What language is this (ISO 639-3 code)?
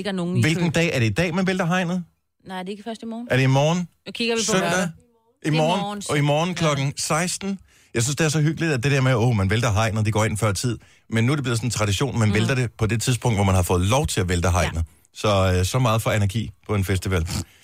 dan